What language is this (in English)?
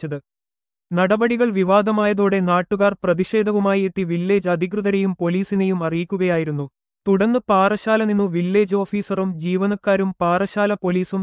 Malayalam